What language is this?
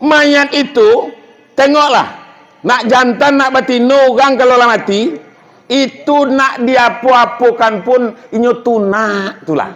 Minangkabau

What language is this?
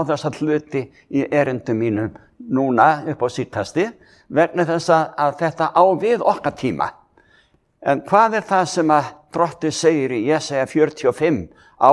Icelandic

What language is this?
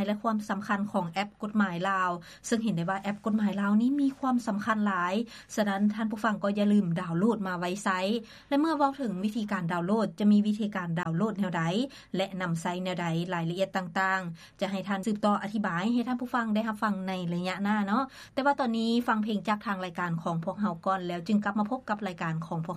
Lao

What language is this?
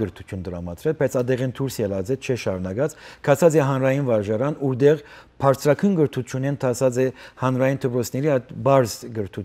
Western Armenian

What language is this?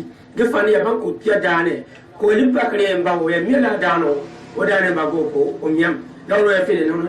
Gourmanchéma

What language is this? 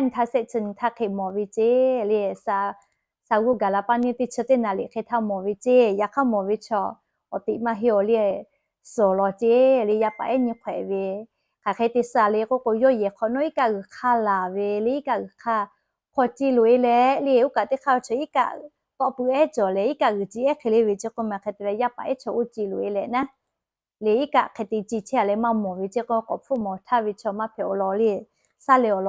Lahu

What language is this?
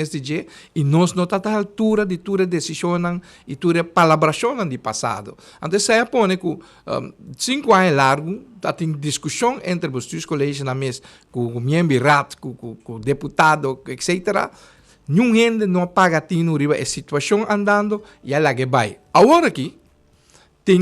Papiamento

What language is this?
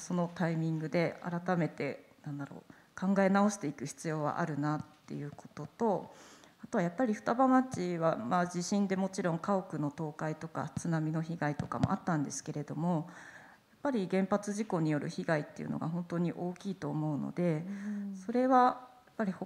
Japanese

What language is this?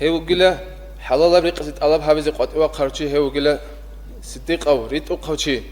Avaric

